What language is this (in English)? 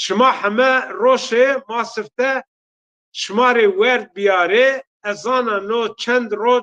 Zaza